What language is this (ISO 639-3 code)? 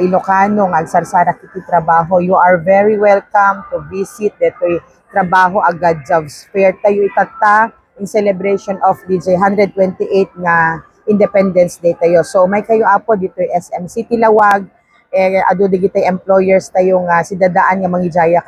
ilo